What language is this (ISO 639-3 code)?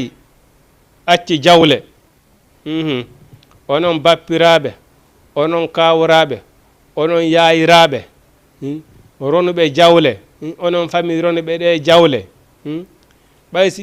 ful